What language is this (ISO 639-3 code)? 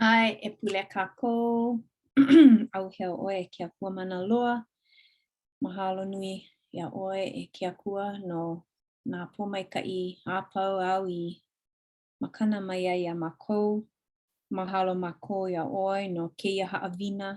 haw